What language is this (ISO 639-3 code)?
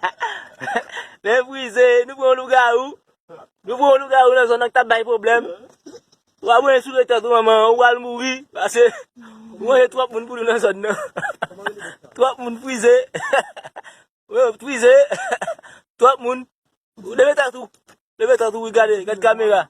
hat